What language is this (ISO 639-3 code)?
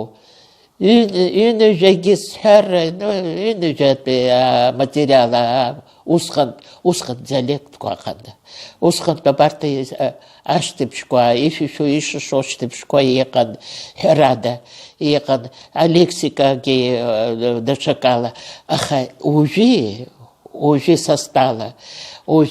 abk